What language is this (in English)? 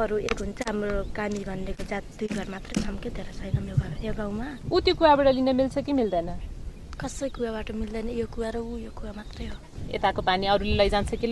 Nepali